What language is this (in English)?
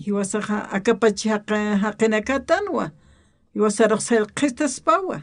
Aymara